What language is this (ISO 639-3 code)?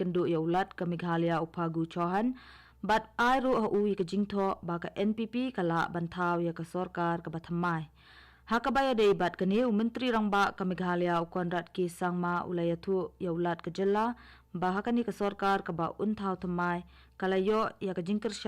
kha